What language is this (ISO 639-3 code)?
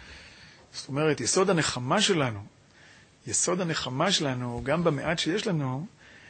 heb